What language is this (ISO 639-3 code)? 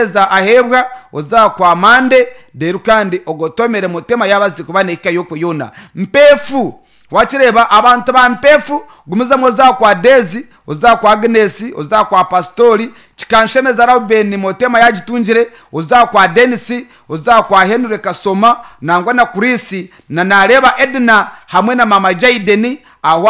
nyn